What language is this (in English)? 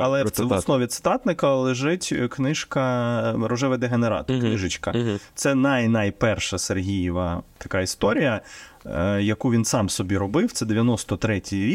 Ukrainian